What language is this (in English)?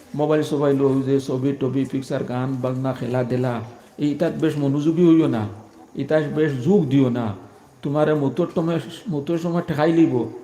Sylheti